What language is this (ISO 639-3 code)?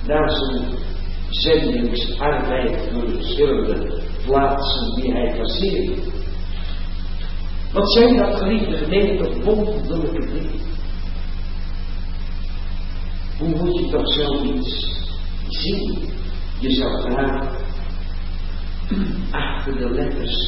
nld